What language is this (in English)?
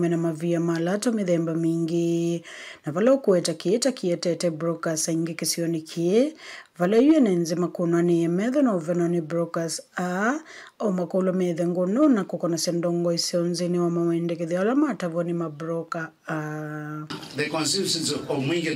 Kamba